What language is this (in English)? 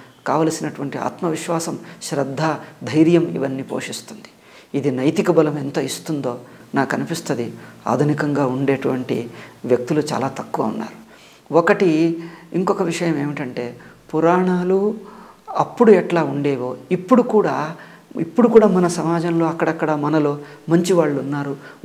Telugu